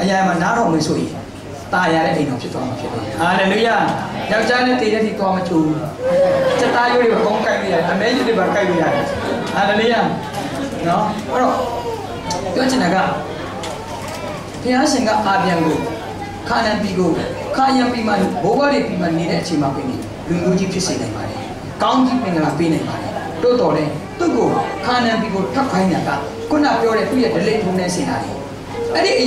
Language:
Burmese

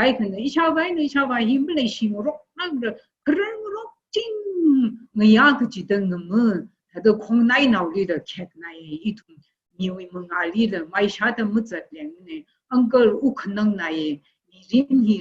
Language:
Tangkhul Naga (India)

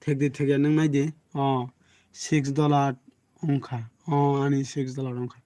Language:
Kok Borok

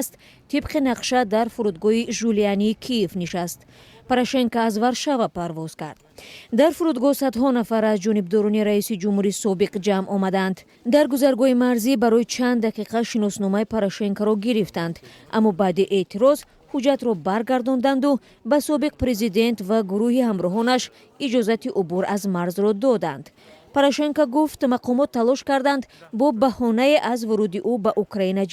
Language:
Tajik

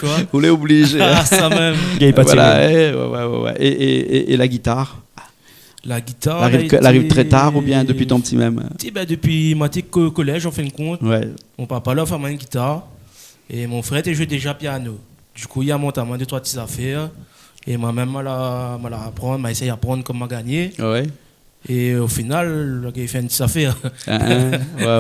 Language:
Réunion Creole French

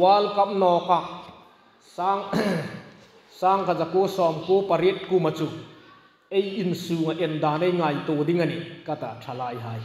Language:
Hmar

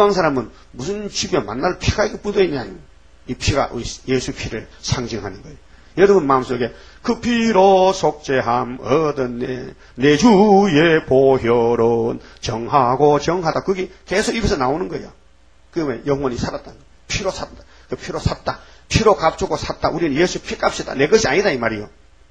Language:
Korean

